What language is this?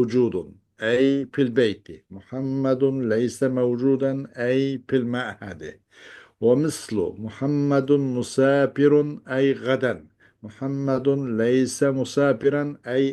Uyghur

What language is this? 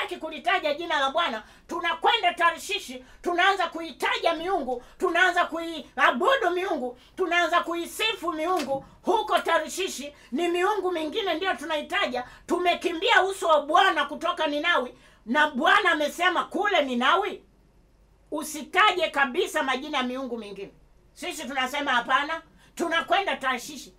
Swahili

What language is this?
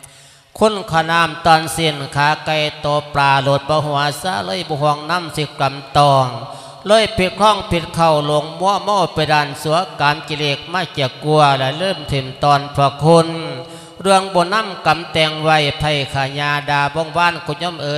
Lao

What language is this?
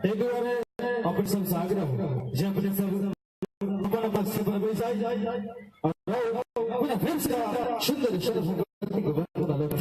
Maithili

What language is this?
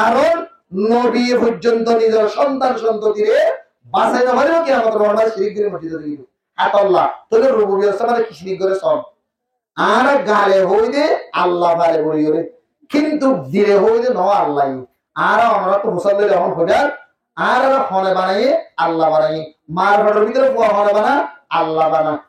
Rohingya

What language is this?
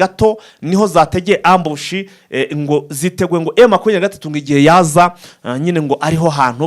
Kinyarwanda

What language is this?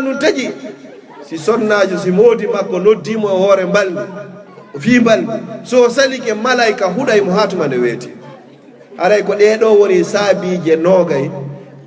Fula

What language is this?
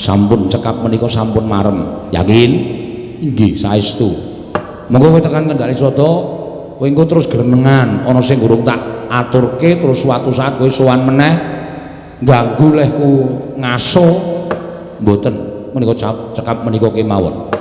Javanese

